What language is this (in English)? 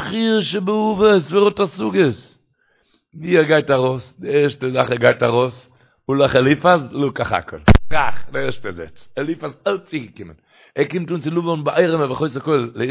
Yiddish